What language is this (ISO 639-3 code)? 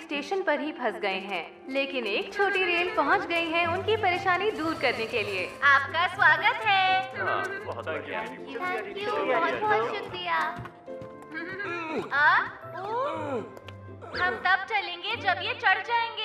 hin